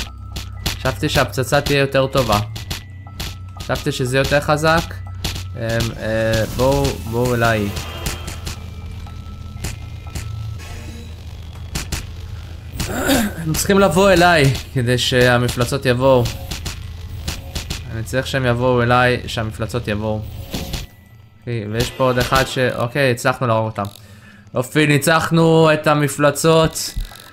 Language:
Hebrew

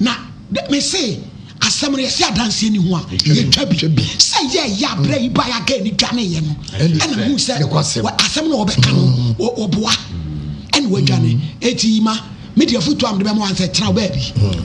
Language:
Akan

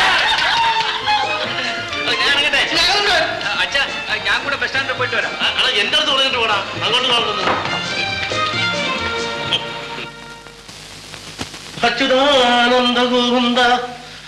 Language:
Malayalam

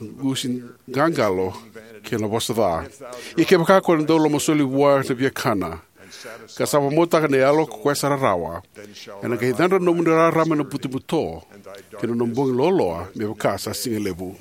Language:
Fijian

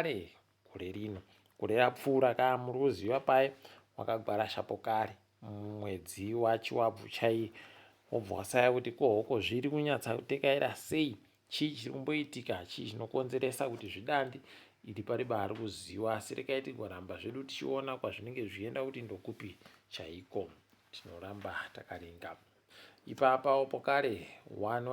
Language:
Ndau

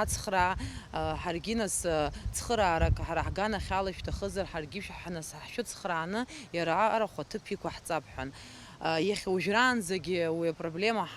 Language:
Abkhazian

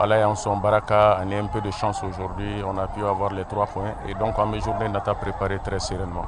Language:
Bambara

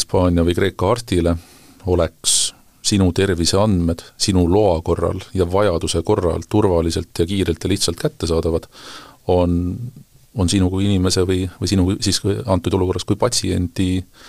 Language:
Estonian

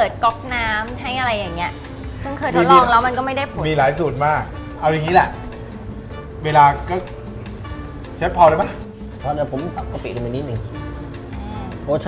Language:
Thai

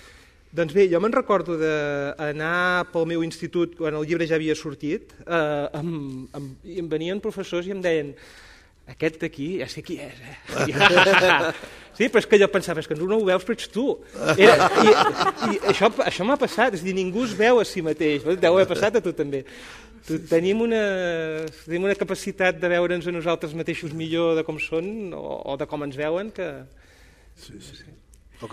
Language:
Catalan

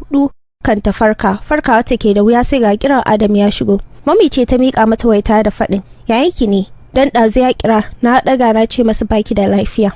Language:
Hausa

